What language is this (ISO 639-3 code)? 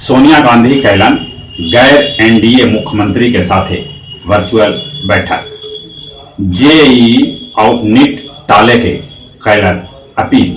mag